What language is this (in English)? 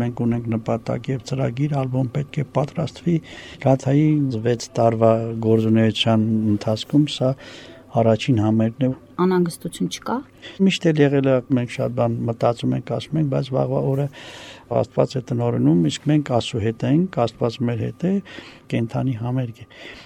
Armenian